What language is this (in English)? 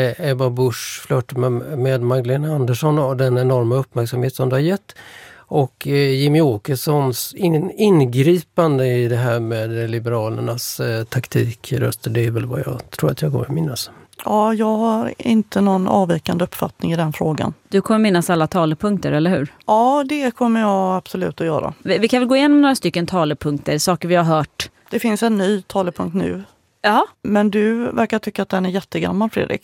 Swedish